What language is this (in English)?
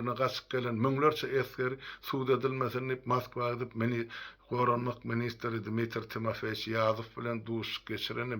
Turkmen